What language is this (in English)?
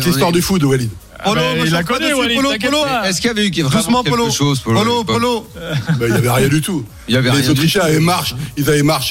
French